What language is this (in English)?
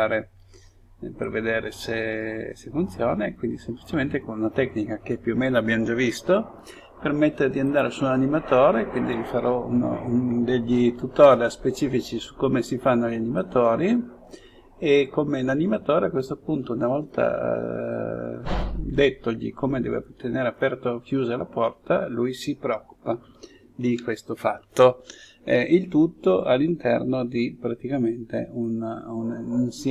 Italian